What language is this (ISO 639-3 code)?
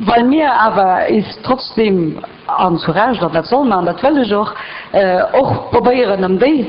ltz